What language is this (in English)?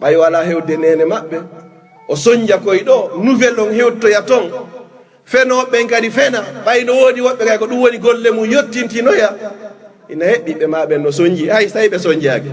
Fula